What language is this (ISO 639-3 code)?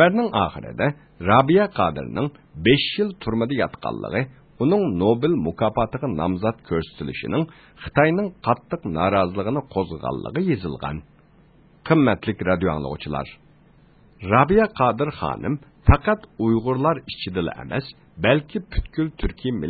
uig